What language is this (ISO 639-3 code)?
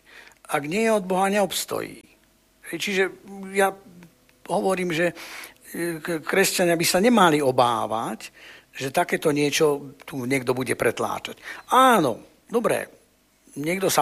slk